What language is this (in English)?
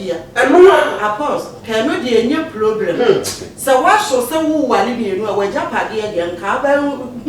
Akan